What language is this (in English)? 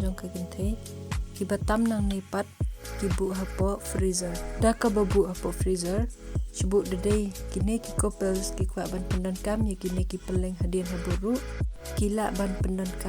Khasi